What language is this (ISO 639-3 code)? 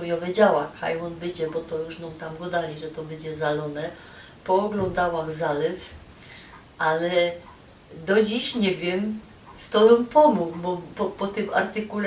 szl